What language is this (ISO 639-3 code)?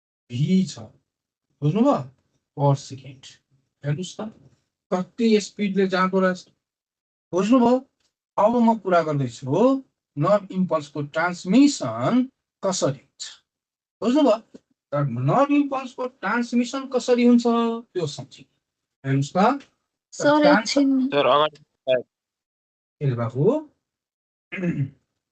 nep